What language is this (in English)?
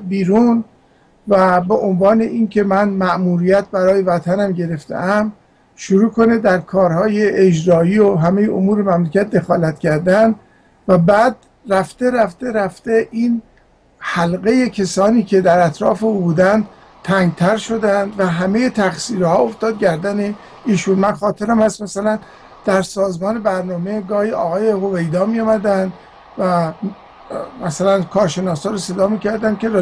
Persian